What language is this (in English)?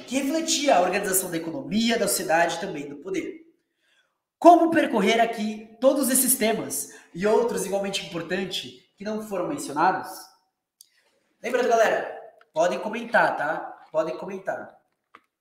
Portuguese